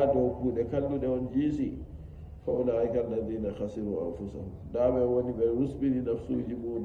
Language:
Nigerian Fulfulde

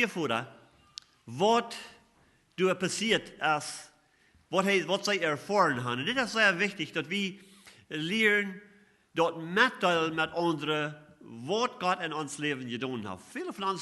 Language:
Plautdietsch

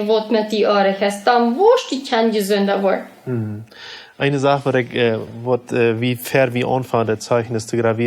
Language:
Plautdietsch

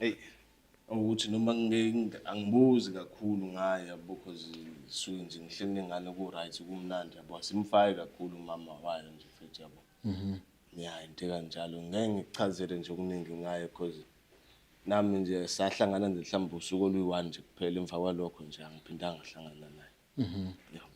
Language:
Zulu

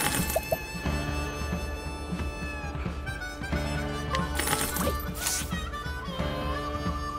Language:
Japanese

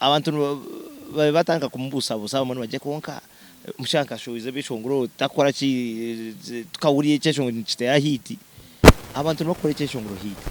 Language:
Nyankole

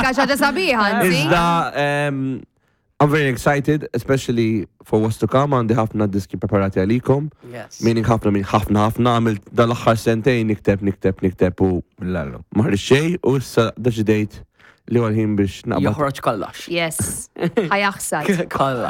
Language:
Maltese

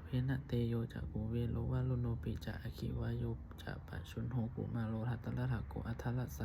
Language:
Pali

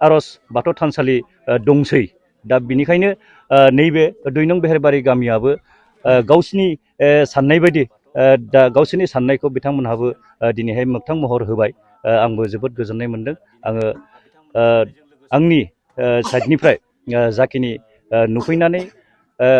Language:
Bodo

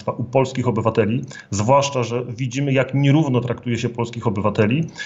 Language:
Polish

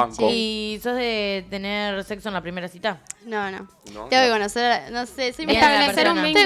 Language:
Spanish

